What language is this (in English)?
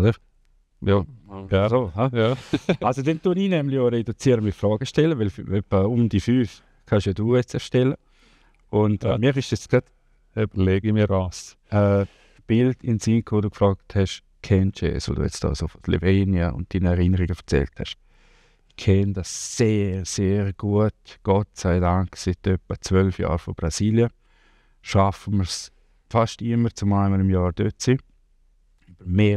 Swiss German